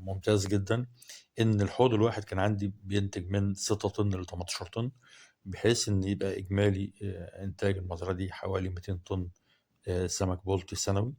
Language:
Egyptian Arabic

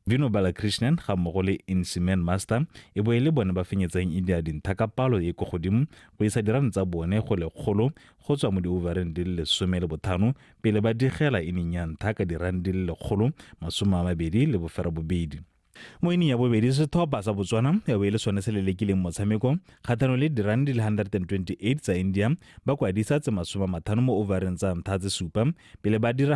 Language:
Tswana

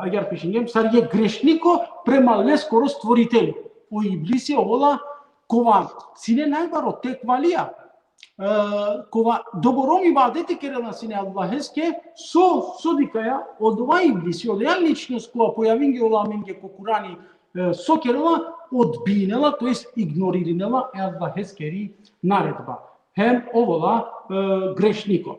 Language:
Balkan Romani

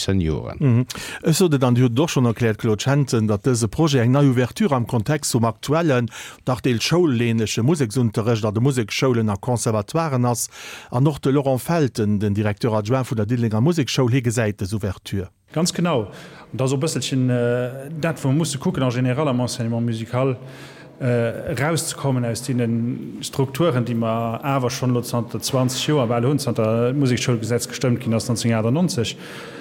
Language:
Luxembourgish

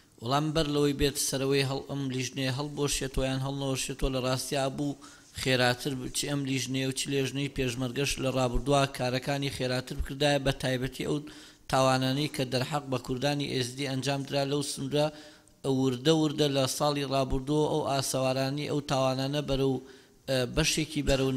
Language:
Central Kurdish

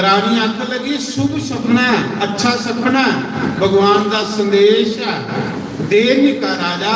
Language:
Dogri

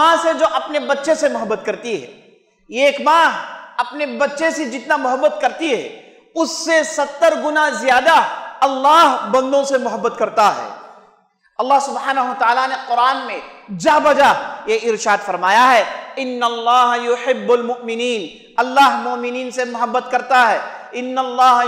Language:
Urdu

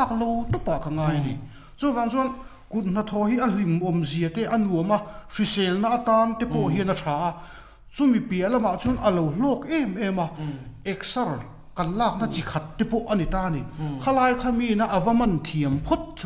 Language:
Mizo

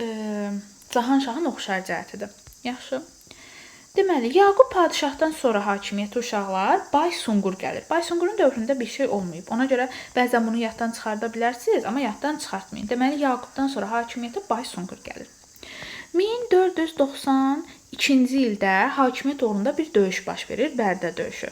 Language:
Azerbaijani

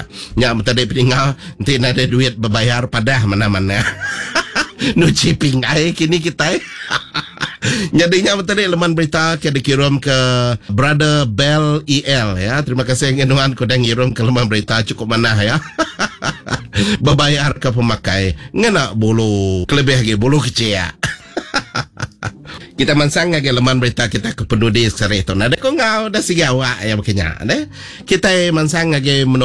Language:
Iban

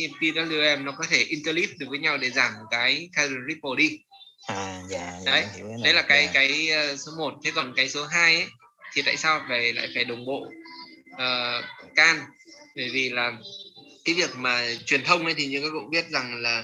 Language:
Vietnamese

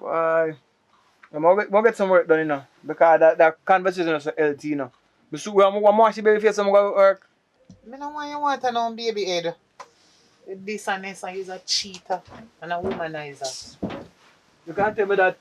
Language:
Jamaican Creole English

